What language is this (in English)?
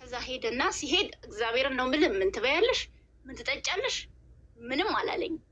Amharic